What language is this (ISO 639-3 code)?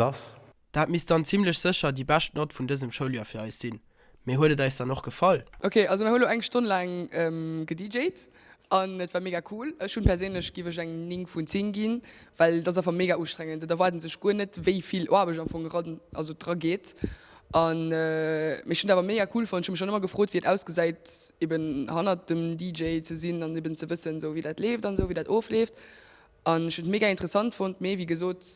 ltz